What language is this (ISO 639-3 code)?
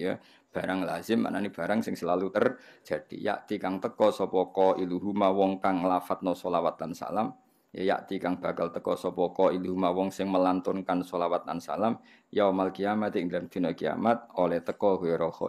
jav